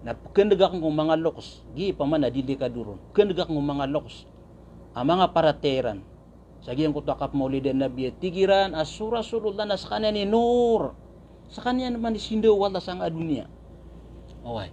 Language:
Maranao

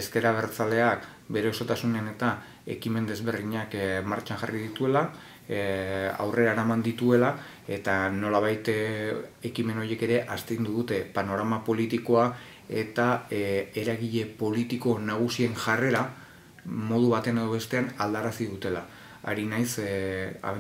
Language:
Basque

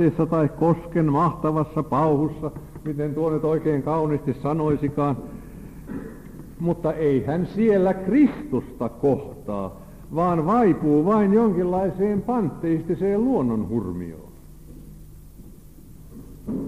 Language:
Finnish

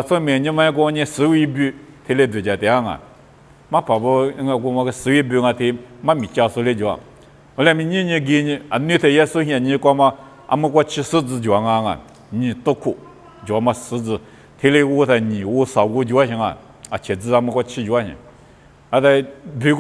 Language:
Lisu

